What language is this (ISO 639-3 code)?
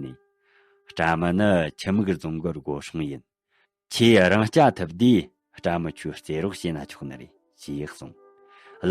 bod